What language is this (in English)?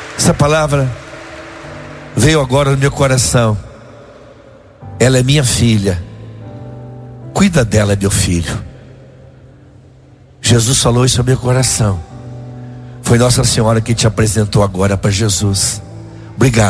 Portuguese